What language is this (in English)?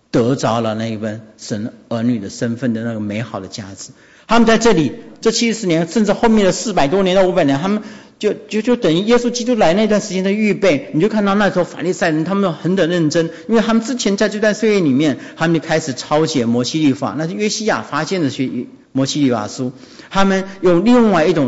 Chinese